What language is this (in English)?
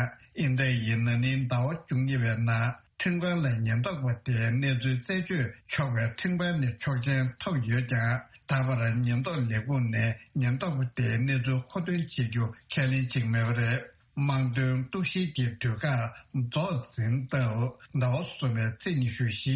Tibetan